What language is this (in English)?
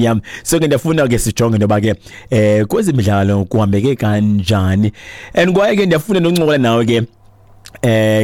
Xhosa